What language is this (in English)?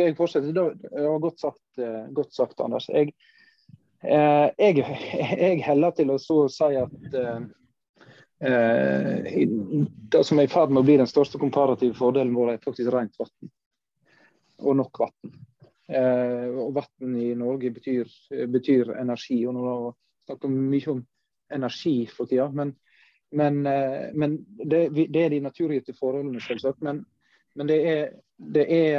Norwegian